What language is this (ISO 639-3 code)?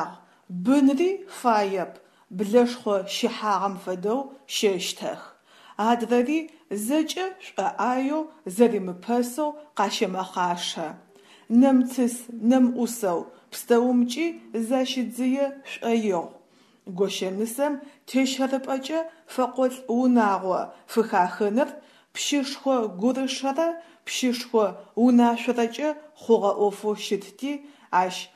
ady